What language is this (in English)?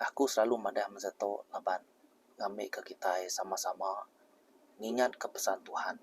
Iban